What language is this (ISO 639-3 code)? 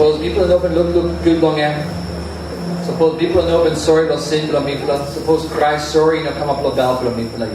tpi